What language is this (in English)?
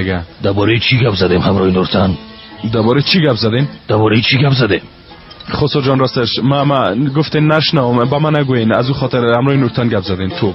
Persian